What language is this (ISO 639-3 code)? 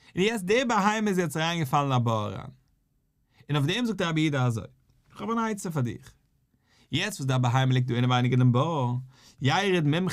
yid